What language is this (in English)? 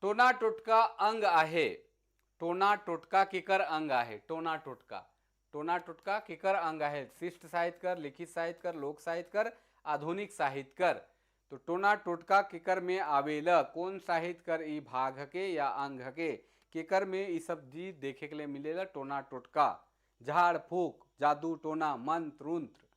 Sadri